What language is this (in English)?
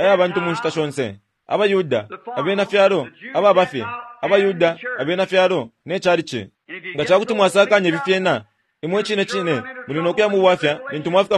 Bemba